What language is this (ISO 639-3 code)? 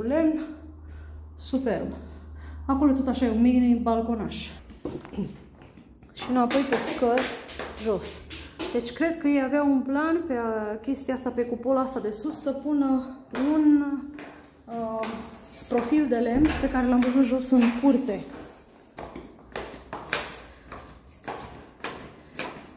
ron